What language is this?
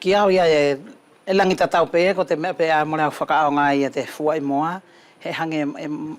Wallisian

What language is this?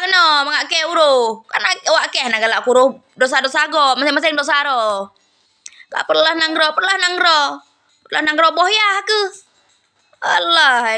Achinese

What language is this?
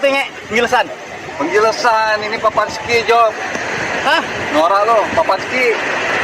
Betawi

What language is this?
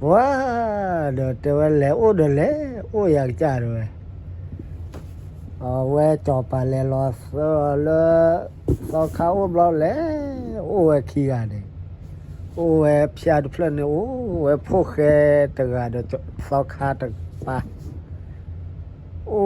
S'gaw Karen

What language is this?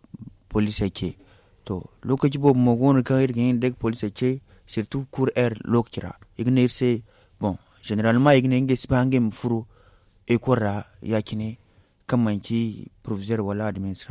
Zarma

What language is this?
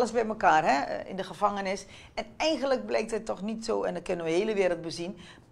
Dutch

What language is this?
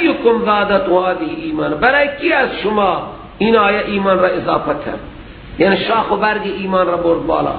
Persian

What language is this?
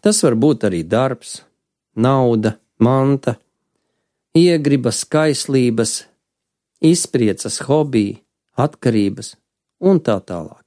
Latvian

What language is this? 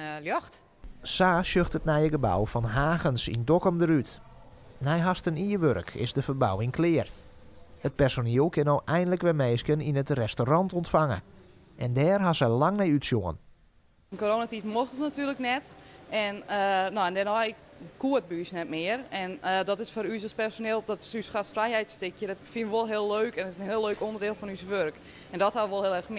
Western Frisian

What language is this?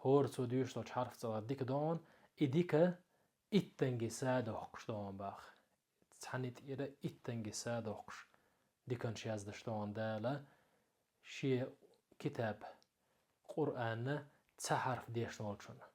Chechen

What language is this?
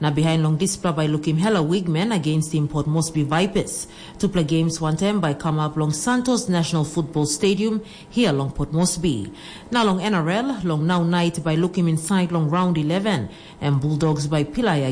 Tok Pisin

